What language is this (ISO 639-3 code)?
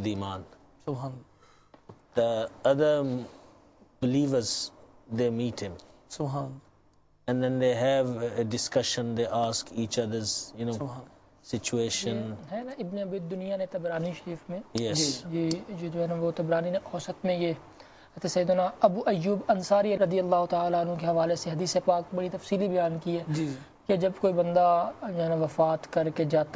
urd